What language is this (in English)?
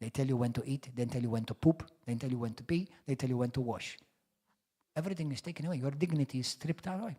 English